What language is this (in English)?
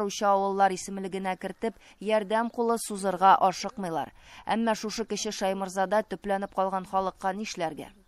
Tatar